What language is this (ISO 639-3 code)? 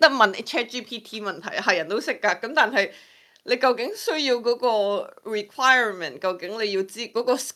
yue